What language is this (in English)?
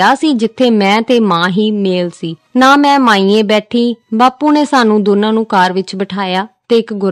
Punjabi